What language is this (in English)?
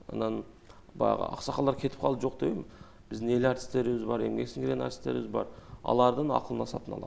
Kyrgyz